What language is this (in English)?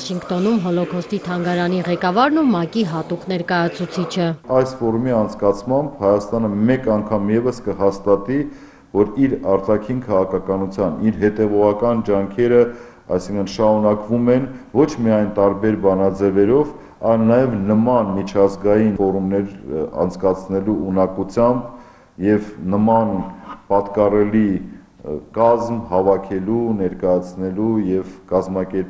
Armenian